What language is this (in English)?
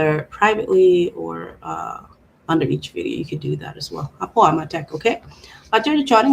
Acoli